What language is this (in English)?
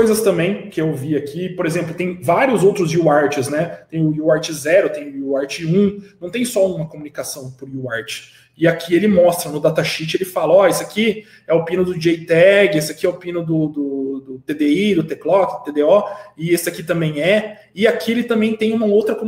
Portuguese